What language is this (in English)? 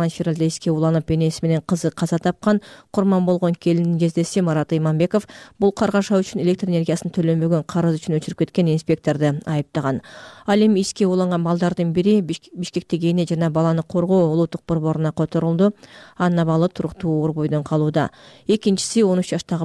Kyrgyz